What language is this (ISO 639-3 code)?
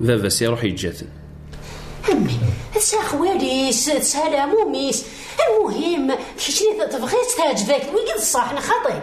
kab